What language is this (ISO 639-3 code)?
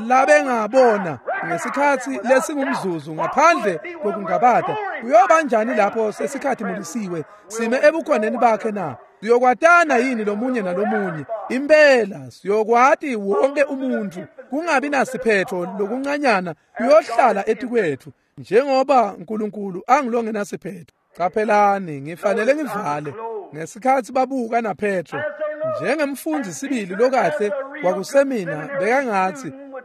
ssw